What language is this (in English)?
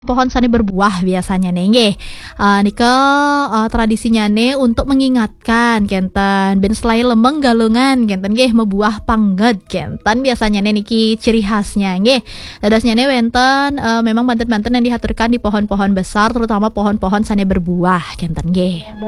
Balinese